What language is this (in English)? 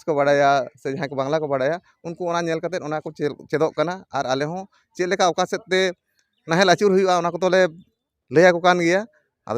Santali